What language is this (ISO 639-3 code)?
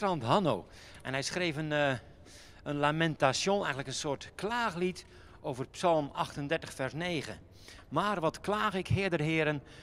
nld